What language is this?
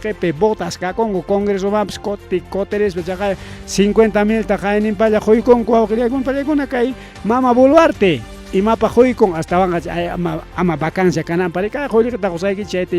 Ayacucho Quechua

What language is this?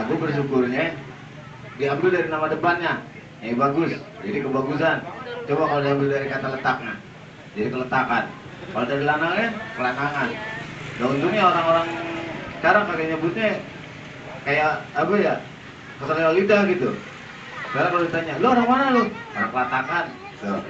Betawi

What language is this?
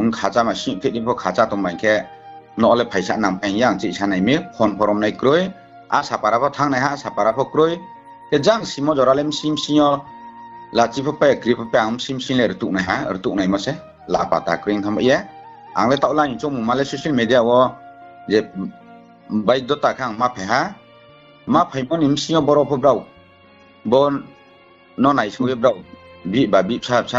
Riang (India)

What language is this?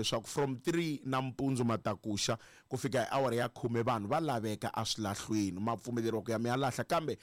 Tsonga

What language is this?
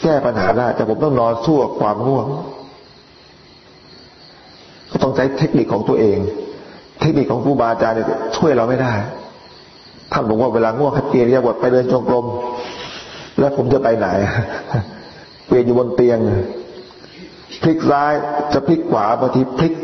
Thai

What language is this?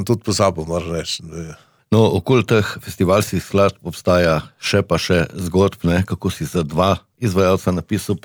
Slovenian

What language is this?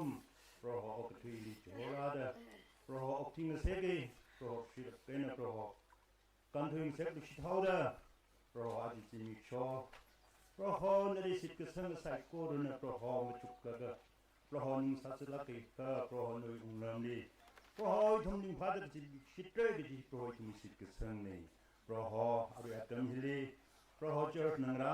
Tangkhul Naga (India)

